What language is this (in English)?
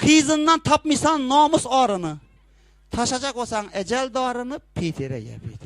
Turkmen